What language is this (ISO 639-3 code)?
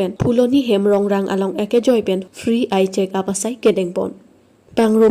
mjw